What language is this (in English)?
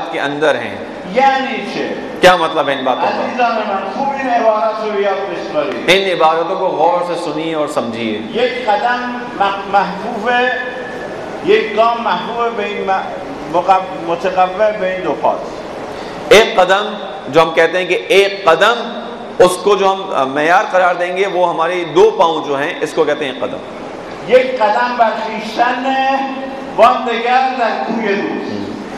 Urdu